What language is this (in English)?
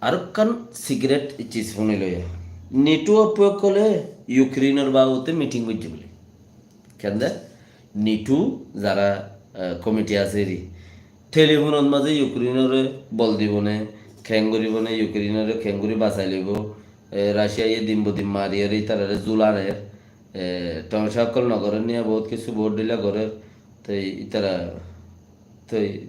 Rohingya